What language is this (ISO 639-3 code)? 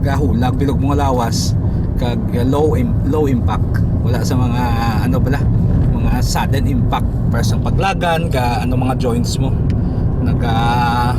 hil